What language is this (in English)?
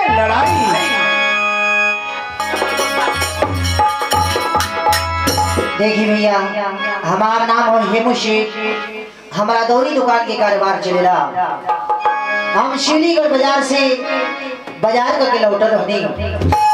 Bhojpuri